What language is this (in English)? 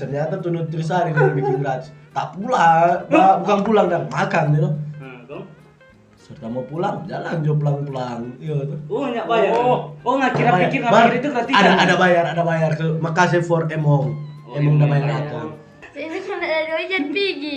Manado Malay